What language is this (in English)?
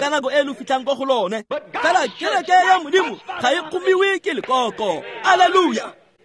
Tswana